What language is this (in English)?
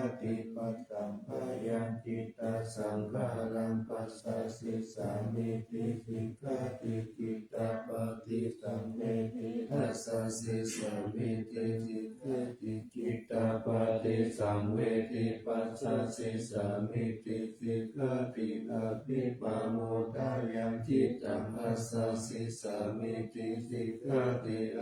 Pali